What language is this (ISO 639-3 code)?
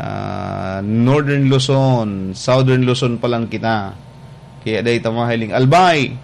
bik